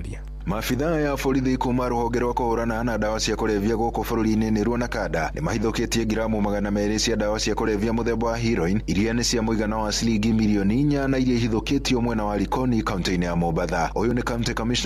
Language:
Kikuyu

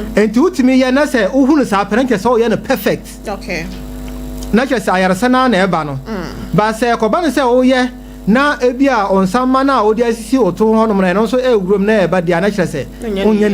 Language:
Akan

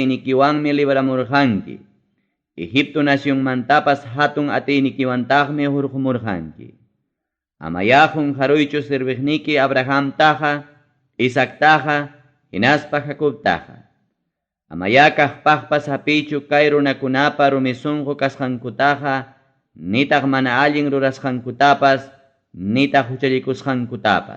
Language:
Ayacucho Quechua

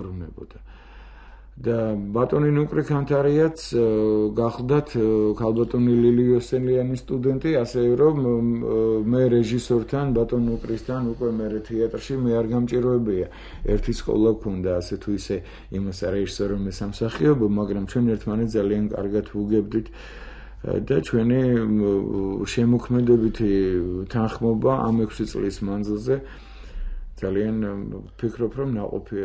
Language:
Georgian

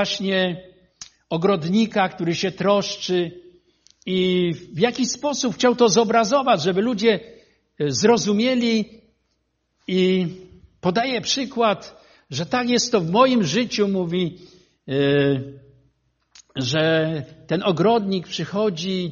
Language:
Polish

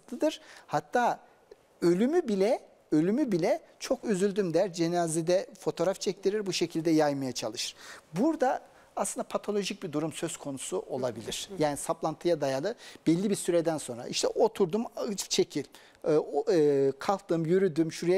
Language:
Turkish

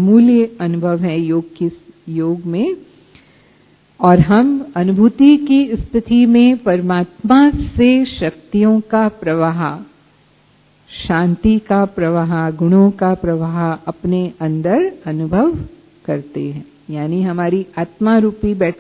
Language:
Hindi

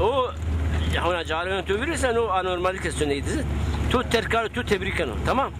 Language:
Zaza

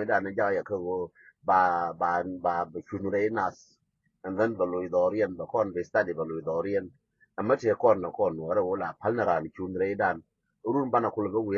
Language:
Nuer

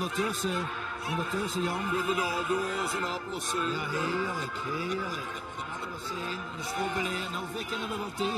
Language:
Limburgish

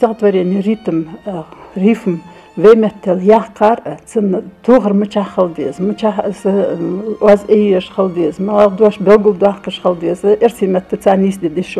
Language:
Ingush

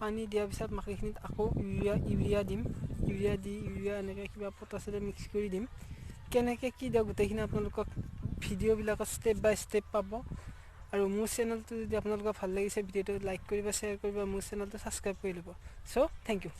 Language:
Assamese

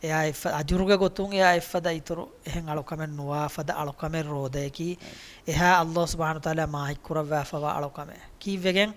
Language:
Divehi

